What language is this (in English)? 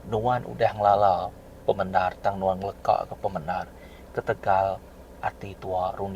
Iban